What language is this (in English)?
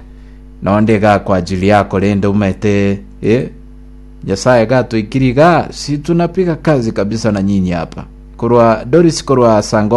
Gusii